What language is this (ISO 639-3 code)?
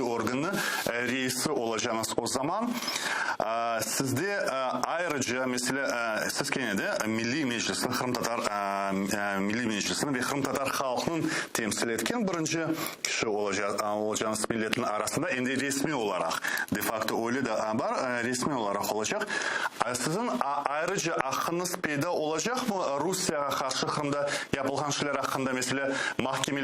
crh